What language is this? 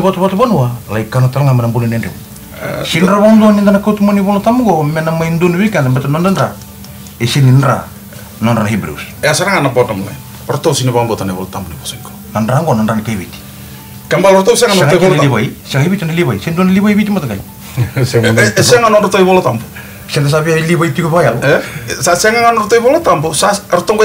Fijian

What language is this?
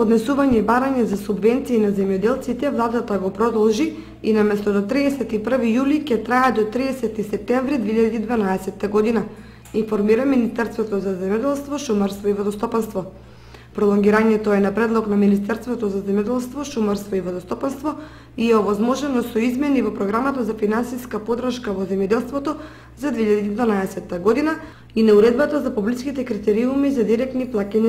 Macedonian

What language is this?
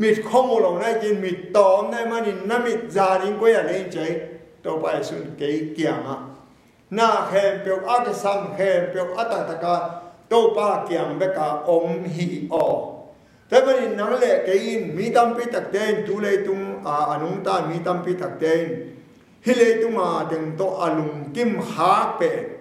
Tedim Chin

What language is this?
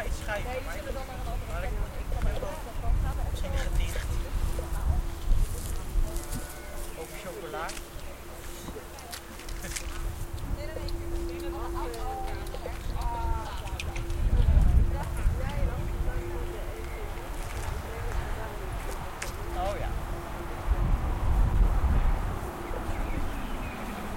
Dutch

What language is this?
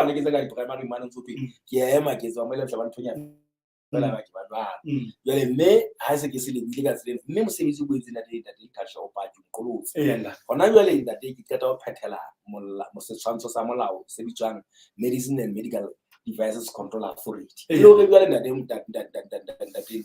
Southern Sotho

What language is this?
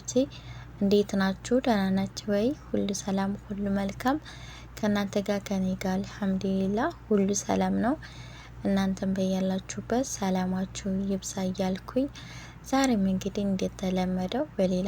Amharic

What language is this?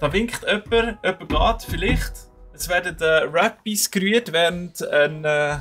Swiss German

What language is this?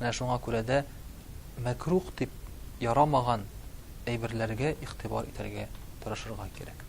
Tatar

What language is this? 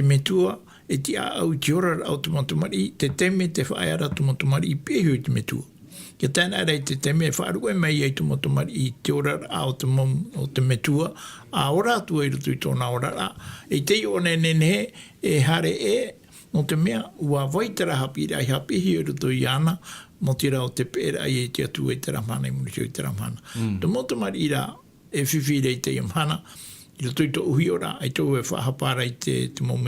Tahitian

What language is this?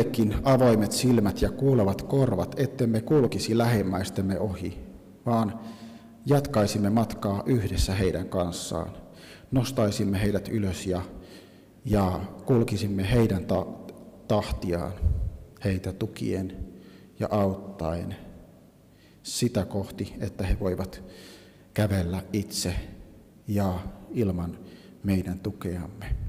Finnish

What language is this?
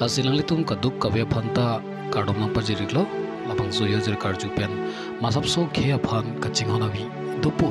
Karbi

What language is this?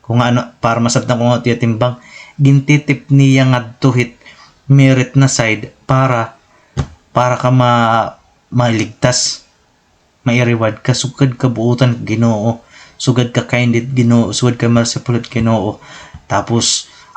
Waray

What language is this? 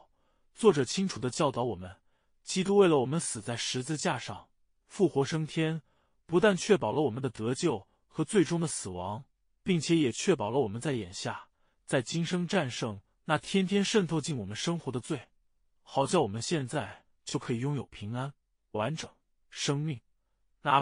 Chinese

